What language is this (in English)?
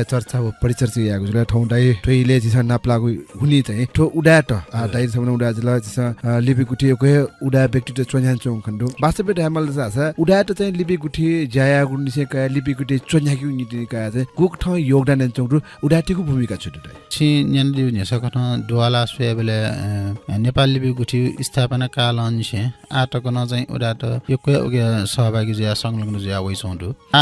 Newari